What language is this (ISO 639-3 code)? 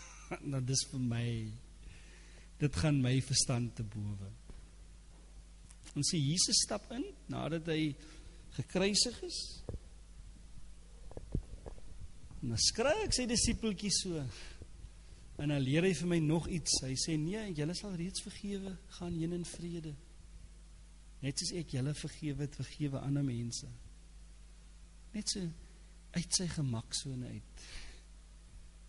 afr